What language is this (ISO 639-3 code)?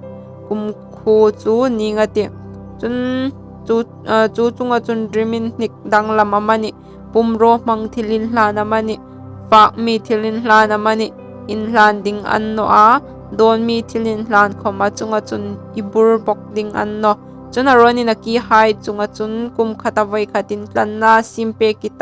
hmr